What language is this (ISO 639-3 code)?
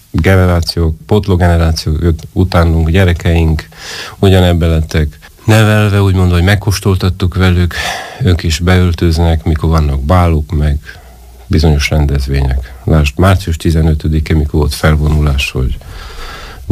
hun